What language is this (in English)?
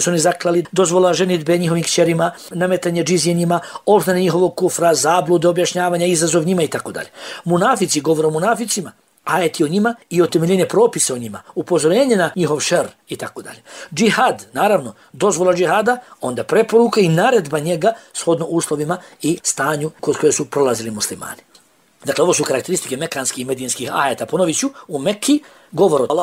Bosnian